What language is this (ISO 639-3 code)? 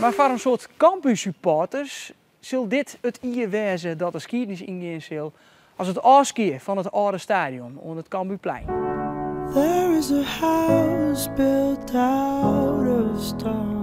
fry